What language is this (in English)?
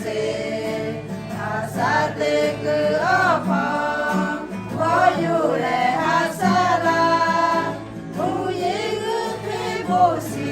Lahu